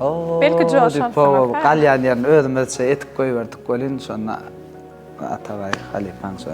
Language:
Turkmen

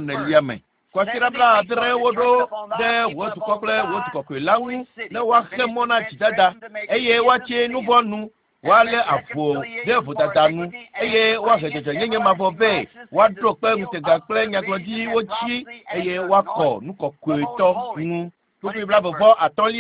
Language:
Ewe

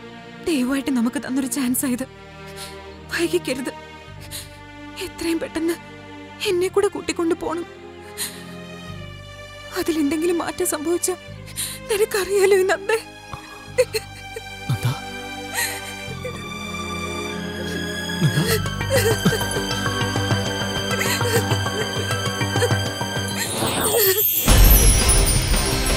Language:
Malayalam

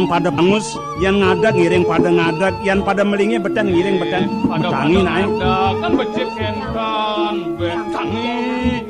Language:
Balinese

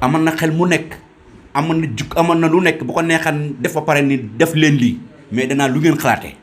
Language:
Wolof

